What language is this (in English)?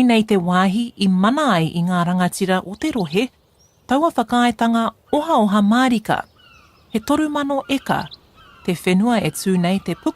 Māori